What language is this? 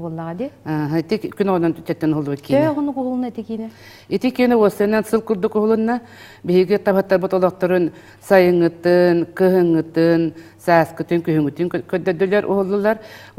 Yakut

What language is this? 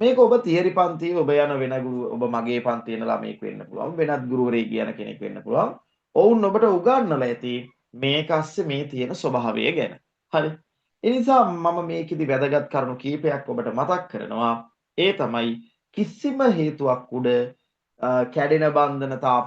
Sinhala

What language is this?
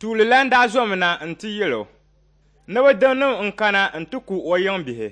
Dagbani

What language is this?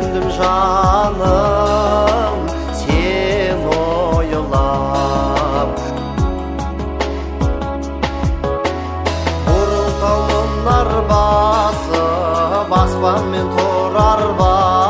Kazakh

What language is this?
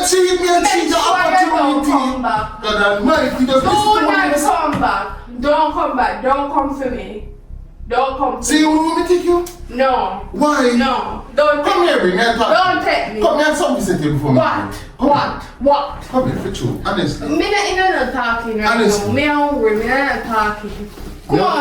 Jamaican Creole English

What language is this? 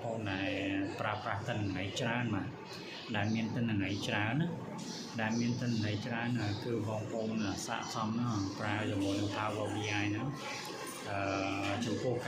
Khmer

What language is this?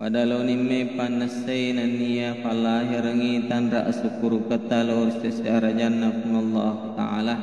Buginese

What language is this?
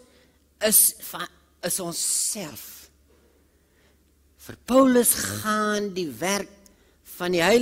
Afrikaans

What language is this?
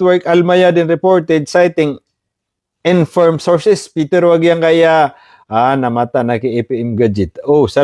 Maranao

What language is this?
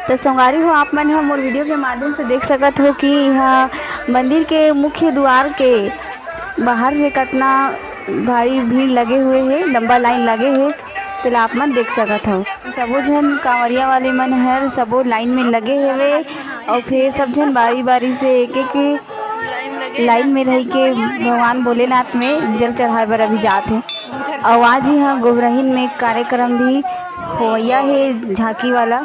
Chhattisgarhi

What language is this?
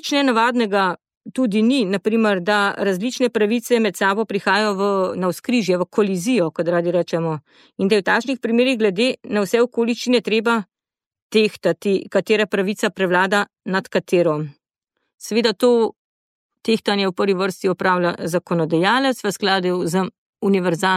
Slovenian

